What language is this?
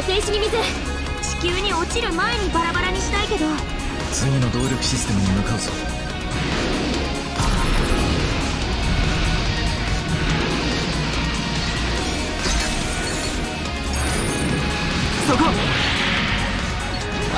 Japanese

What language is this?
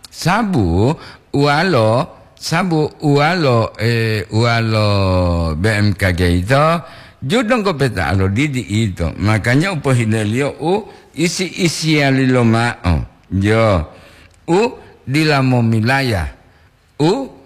Gorontalo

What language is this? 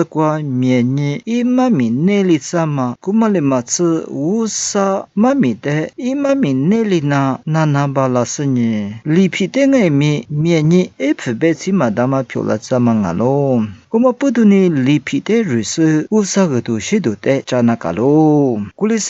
Lisu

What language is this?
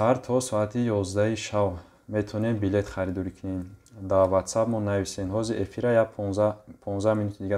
Tajik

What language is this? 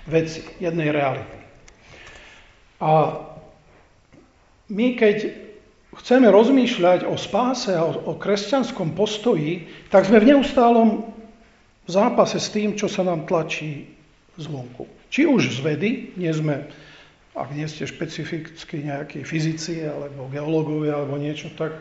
Slovak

